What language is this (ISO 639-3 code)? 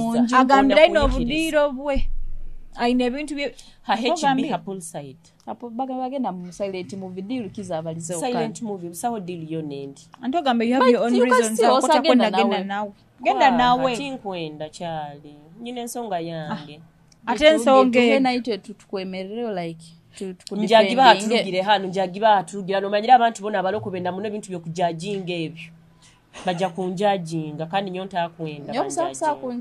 nyo